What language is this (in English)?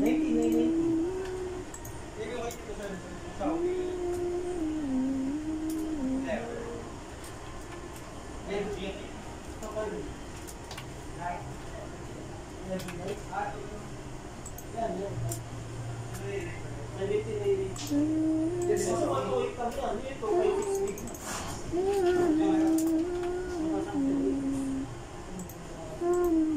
Filipino